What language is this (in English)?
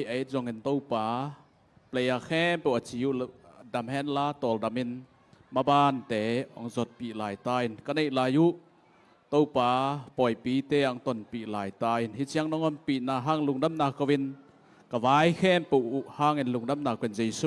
Tedim Chin